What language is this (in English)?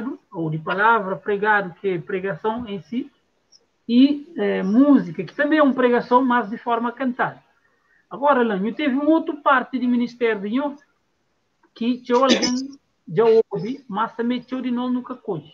Kabuverdianu